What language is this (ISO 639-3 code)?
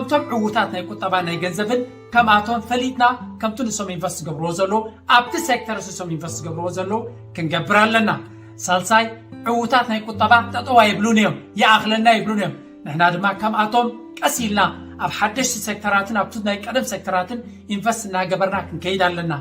tir